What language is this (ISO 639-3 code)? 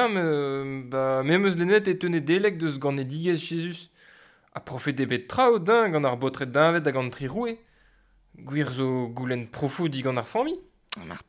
bre